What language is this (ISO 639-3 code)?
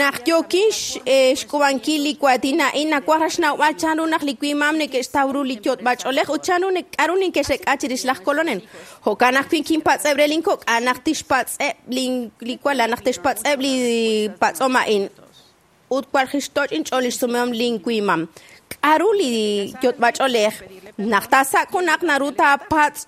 kek